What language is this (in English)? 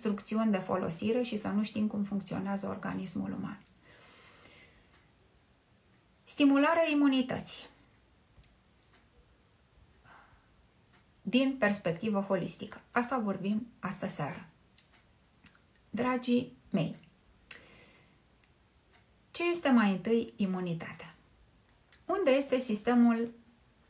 Romanian